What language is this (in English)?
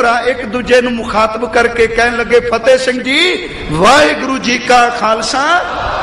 Punjabi